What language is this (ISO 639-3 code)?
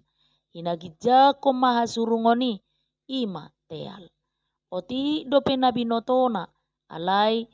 bbc